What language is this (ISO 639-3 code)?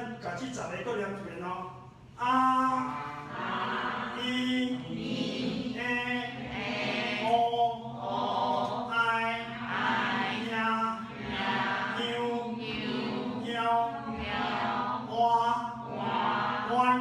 nan